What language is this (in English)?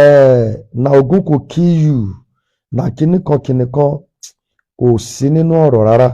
Yoruba